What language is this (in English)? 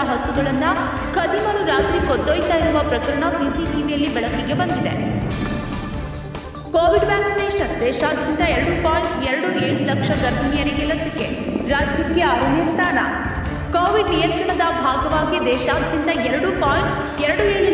Kannada